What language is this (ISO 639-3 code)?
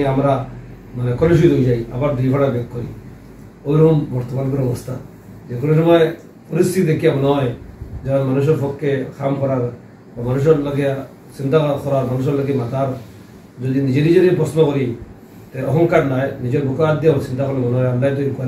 syl